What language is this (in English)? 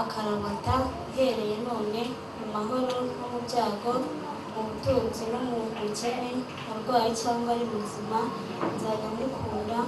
Kinyarwanda